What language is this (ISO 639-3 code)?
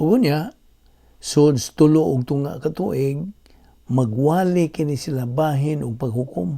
ceb